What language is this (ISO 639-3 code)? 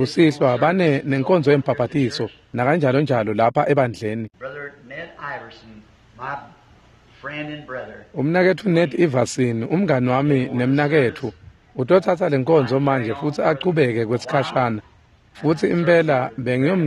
ssw